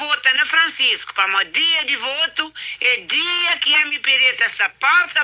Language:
Kabuverdianu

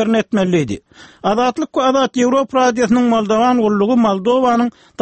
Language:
Turkmen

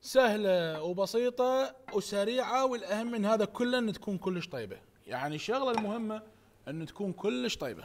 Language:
Mesopotamian Arabic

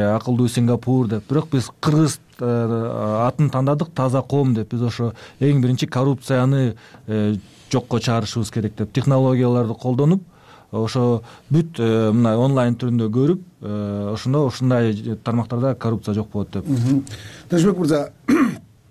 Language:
Kyrgyz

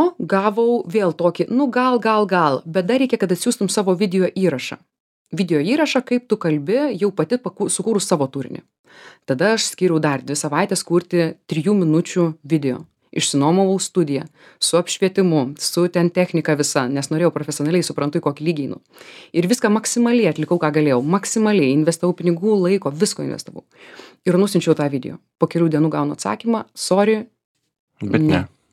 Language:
Lithuanian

